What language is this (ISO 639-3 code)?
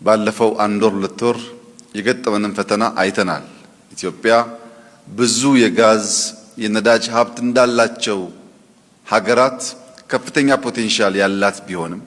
amh